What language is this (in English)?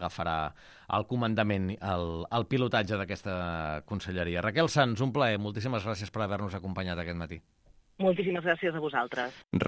Catalan